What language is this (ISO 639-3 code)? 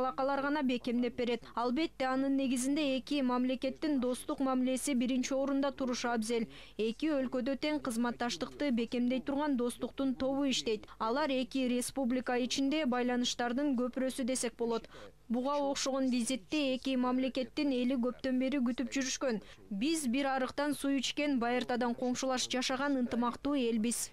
kir